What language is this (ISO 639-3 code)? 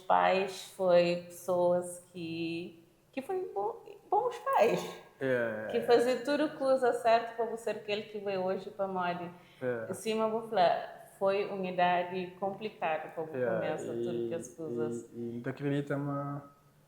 kea